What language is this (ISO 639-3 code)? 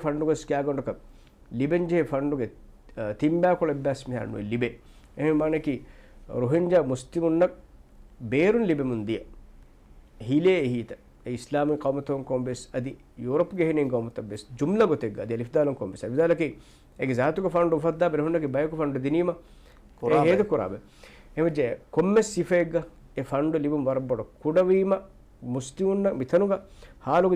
div